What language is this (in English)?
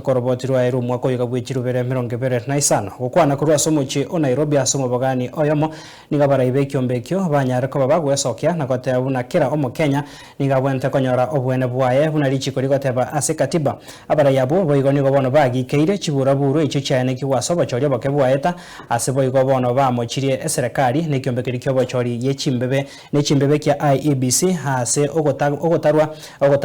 Gusii